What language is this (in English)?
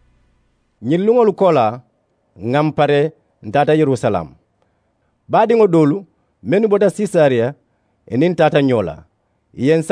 Mandingo